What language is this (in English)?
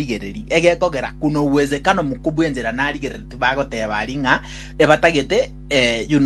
Gusii